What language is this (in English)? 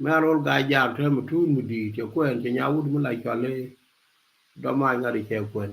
Nuer